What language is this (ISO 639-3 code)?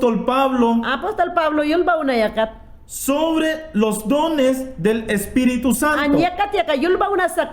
yan